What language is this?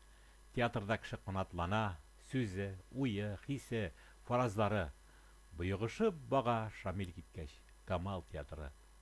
Tatar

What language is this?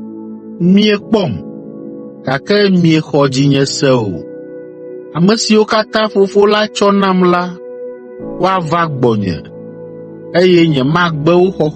Ewe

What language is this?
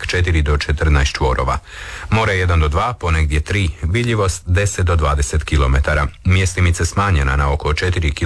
Croatian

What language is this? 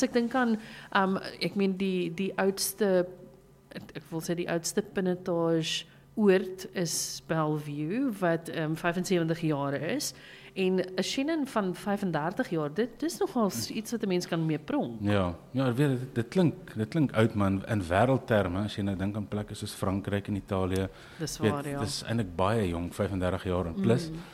Afrikaans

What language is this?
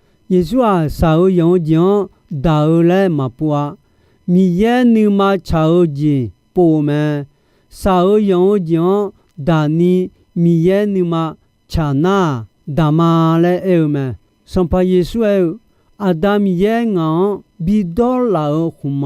Akha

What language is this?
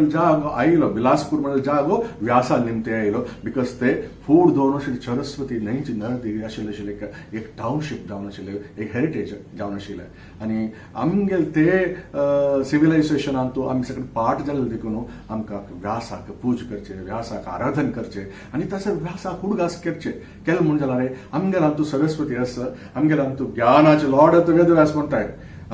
Konkani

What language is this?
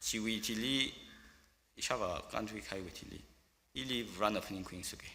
Tangkhul Naga (India)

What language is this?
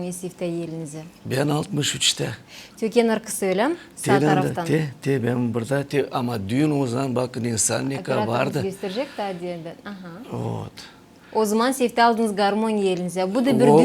Gagauz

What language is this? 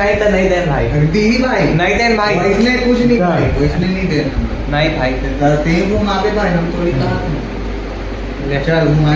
Chhattisgarhi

